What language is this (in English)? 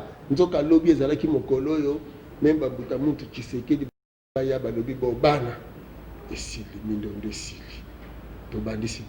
Lingala